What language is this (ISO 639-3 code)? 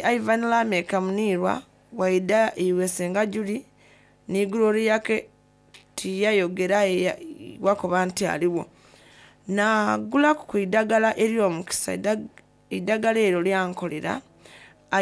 xog